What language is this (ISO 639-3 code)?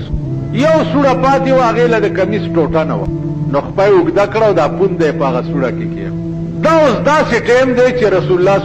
pus